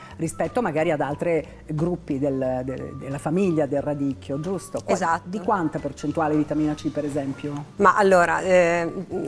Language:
Italian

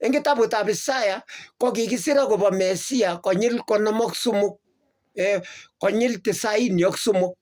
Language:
Kalenjin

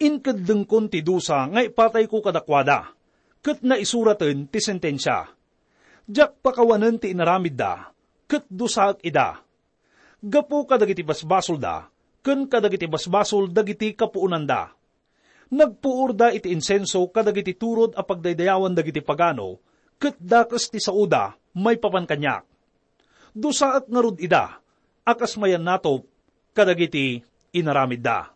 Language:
Iloko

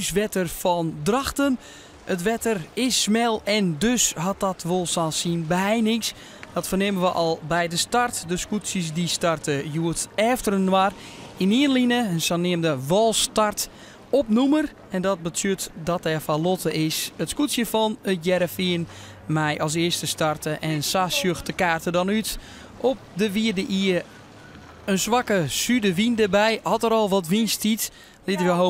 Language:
Western Frisian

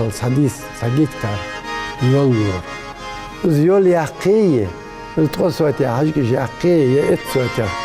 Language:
Ingush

